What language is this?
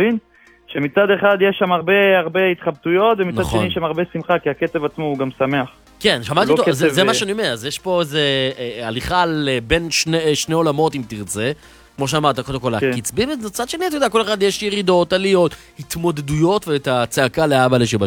Hebrew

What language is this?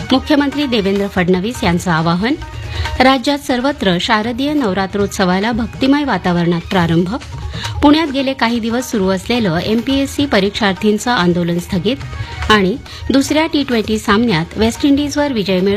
Marathi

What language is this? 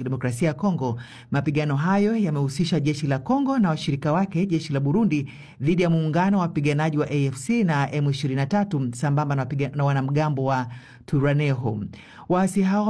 Swahili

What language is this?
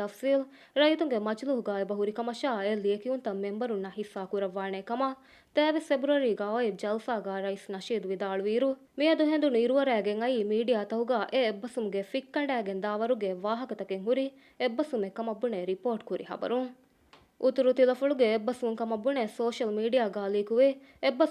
Divehi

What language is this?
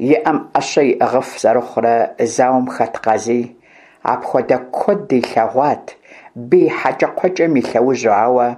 Kabardian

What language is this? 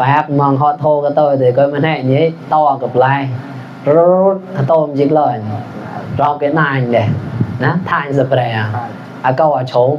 Mon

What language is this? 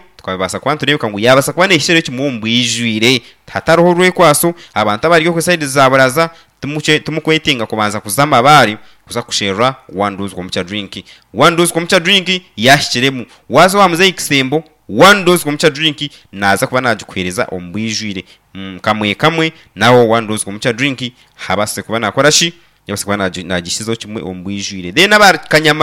Nyankole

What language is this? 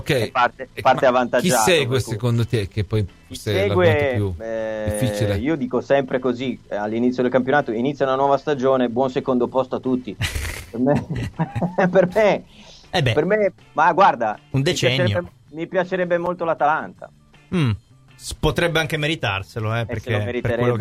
Italian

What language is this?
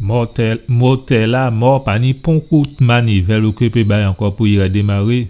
Guadeloupean Creole French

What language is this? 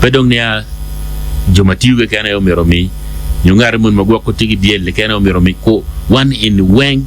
Acoli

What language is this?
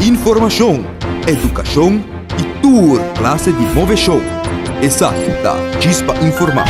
Papiamento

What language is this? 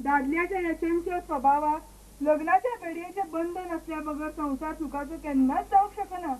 Konkani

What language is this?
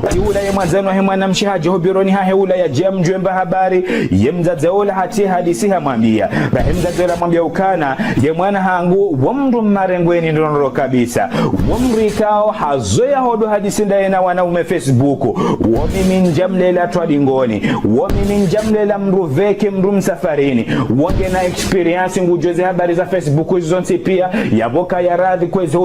Ngazidja Comorian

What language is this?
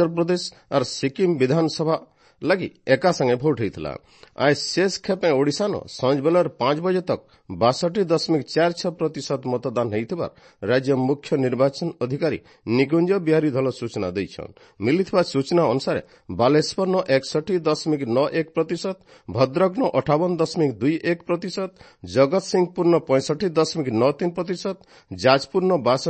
Odia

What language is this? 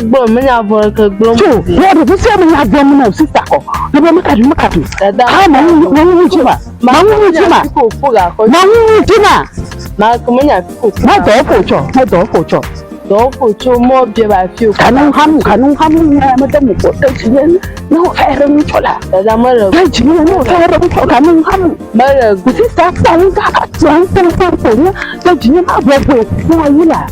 Ewe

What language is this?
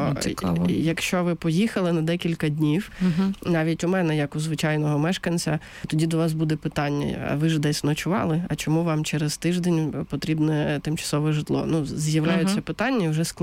Ukrainian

